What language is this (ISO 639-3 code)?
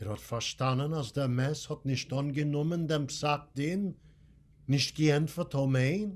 yid